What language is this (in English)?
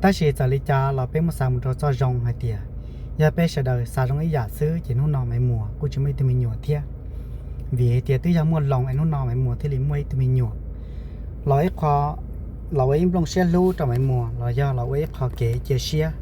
Hmong